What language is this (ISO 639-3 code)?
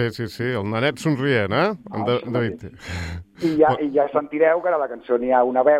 cat